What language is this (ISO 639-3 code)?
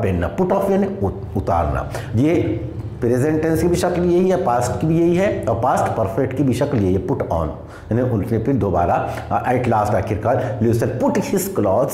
hin